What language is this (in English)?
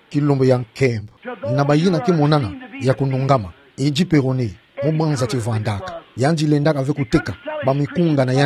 Kituba (Democratic Republic of Congo)